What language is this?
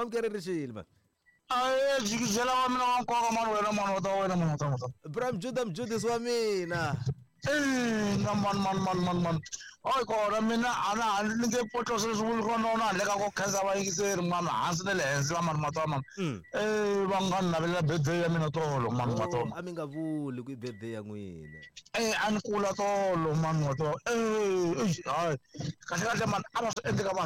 Tsonga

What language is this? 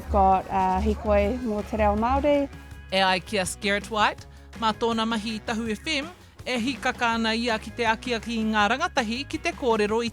Māori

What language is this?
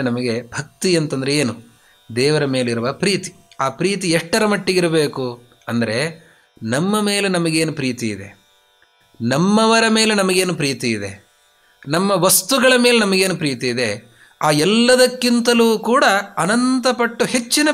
Kannada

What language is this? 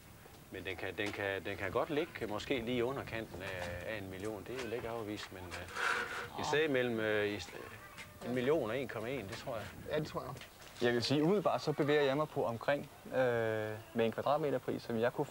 Danish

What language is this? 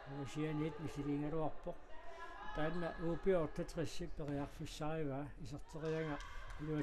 Kalaallisut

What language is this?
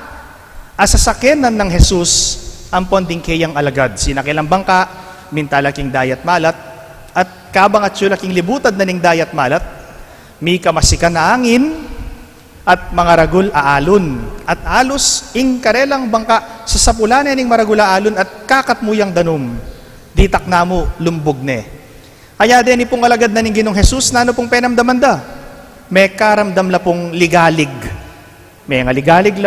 Pampanga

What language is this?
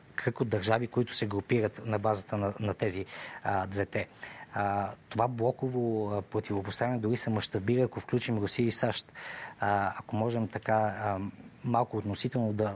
Bulgarian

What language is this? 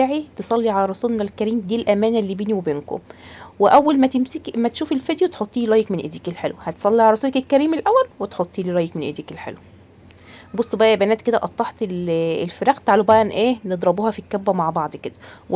Egyptian Arabic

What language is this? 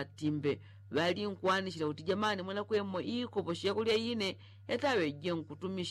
Yao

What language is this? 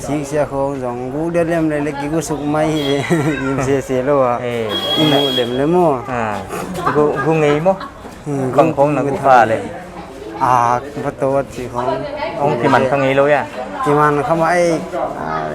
Paite Chin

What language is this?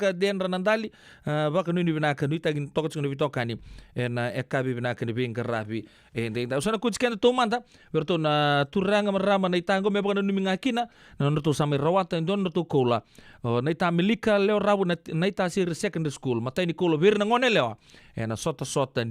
Fijian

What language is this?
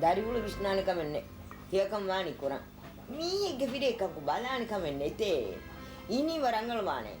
Divehi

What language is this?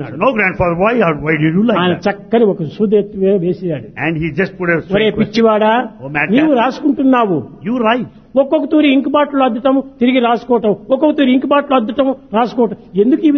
Telugu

